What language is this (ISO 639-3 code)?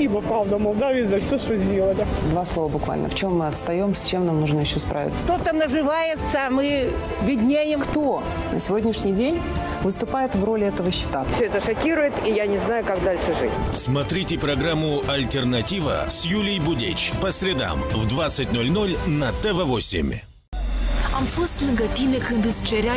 ron